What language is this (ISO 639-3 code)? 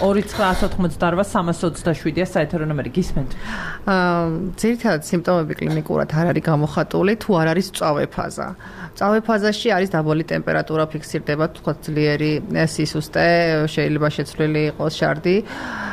kat